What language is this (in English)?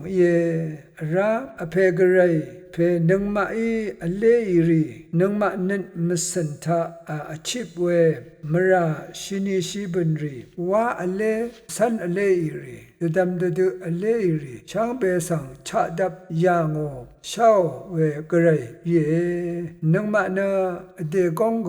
Rawang